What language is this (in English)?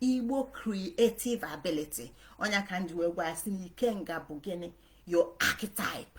Igbo